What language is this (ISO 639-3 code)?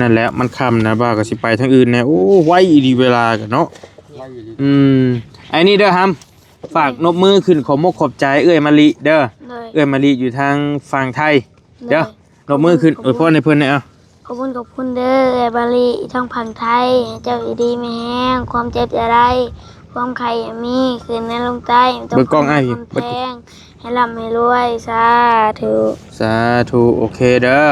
tts